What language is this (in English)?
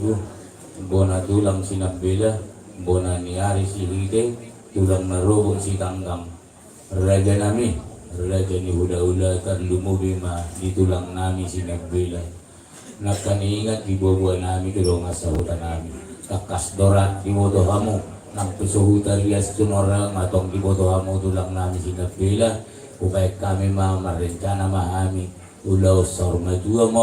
Batak Toba